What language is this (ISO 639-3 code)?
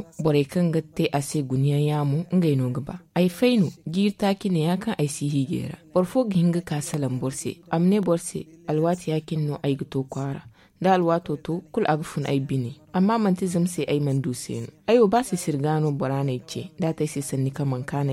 dje